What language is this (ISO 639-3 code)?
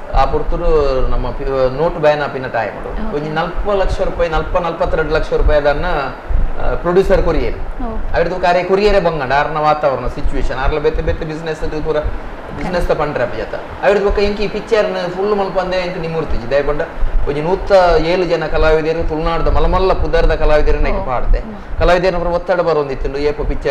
tcy